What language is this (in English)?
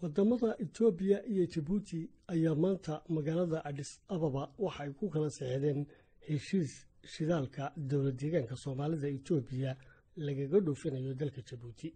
Somali